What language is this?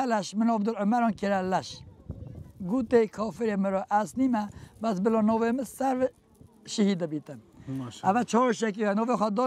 Kurdish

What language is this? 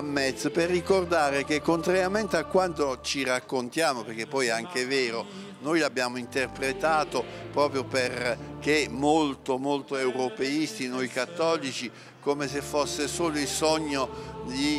Italian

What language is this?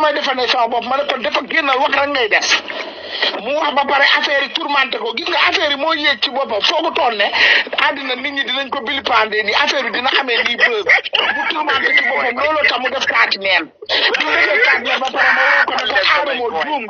Wolof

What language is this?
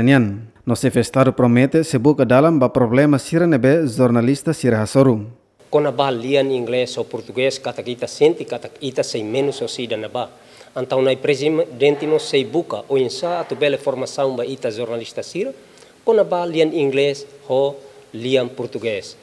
Tetum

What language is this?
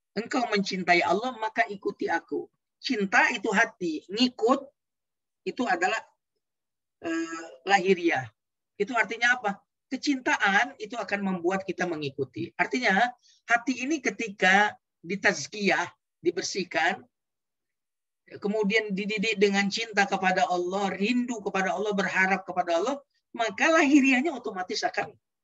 Indonesian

